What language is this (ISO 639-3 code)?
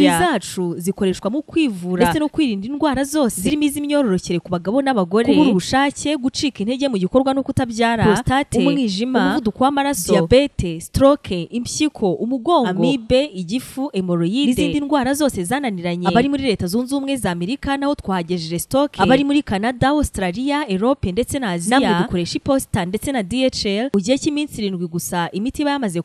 kin